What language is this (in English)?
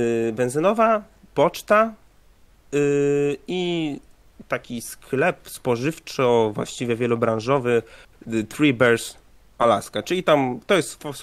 Polish